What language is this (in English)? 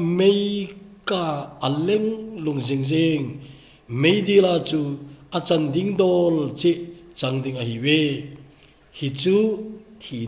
Thado Chin